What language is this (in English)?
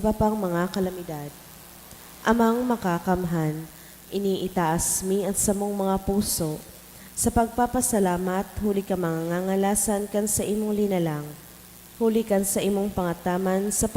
Bikol